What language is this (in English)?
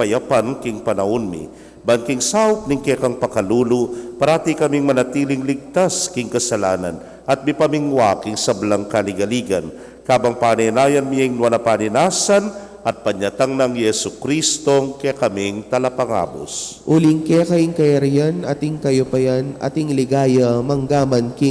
Pampanga